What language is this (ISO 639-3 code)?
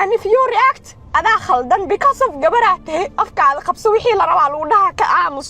som